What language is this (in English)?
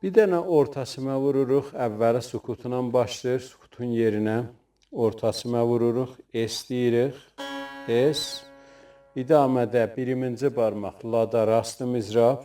South Azerbaijani